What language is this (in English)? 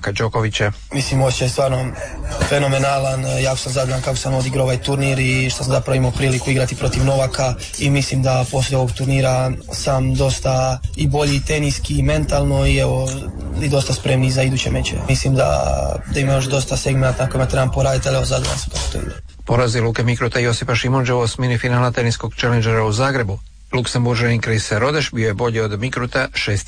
Croatian